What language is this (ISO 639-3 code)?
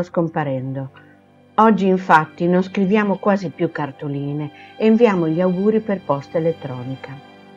ita